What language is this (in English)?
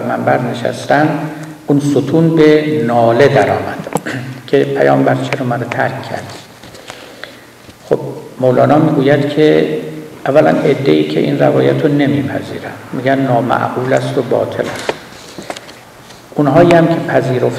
Persian